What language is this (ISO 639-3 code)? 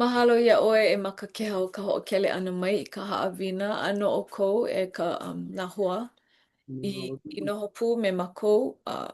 haw